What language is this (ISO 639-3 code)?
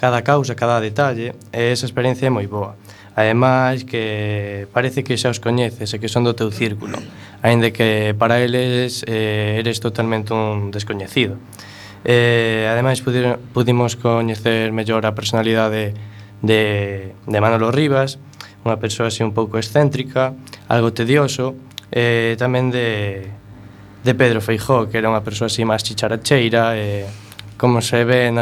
glg